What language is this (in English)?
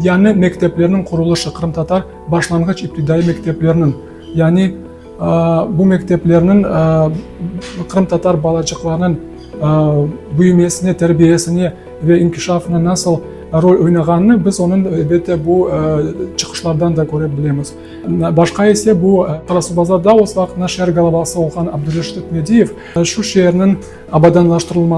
Crimean Tatar